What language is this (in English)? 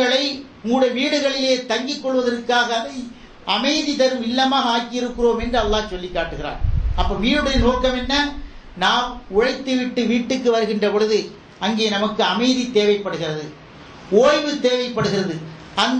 Tamil